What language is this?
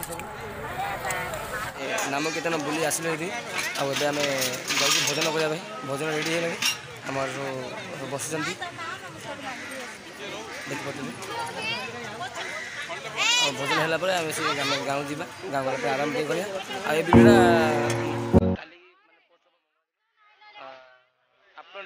Odia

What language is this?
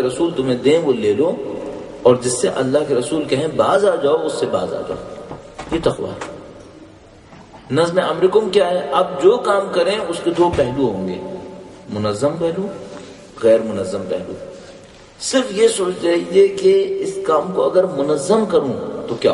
Urdu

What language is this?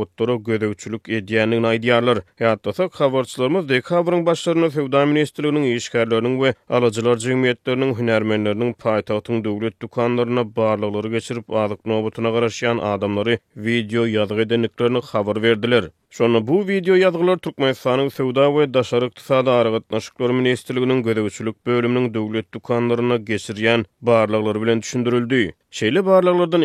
Turkmen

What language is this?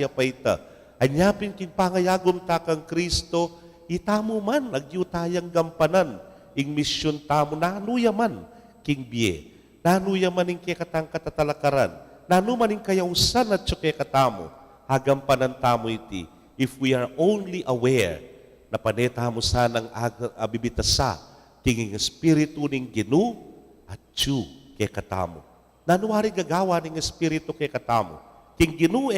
Pampanga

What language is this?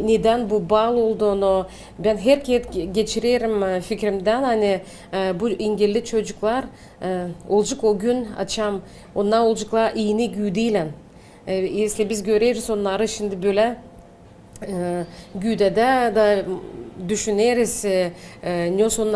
Gagauz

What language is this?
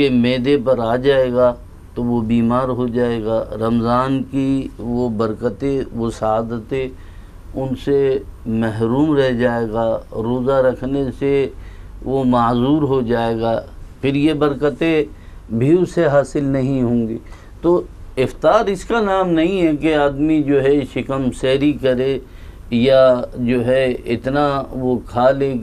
Urdu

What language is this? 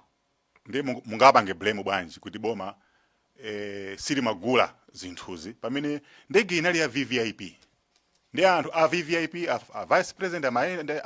Nyanja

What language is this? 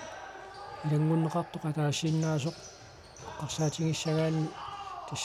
Kalaallisut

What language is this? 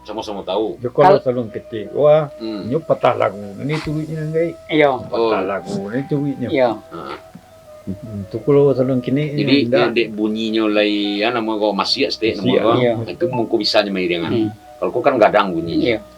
Minangkabau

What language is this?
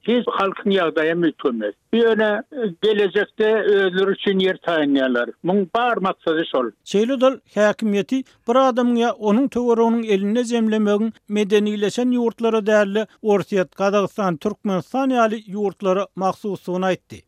Turkmen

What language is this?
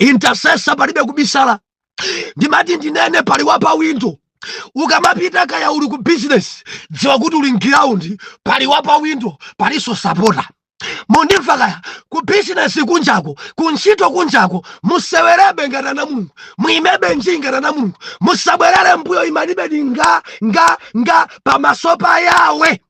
Nyanja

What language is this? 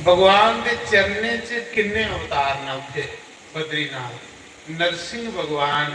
Dogri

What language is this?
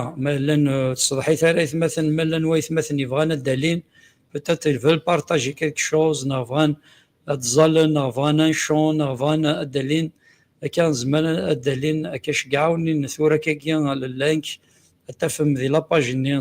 Kabyle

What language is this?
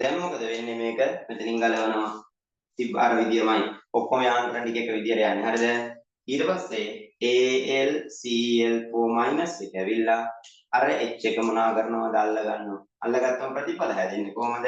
Sinhala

